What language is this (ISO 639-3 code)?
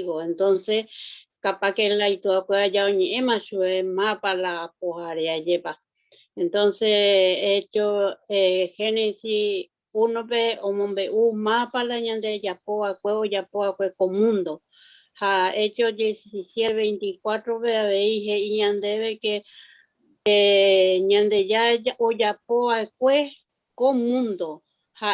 grn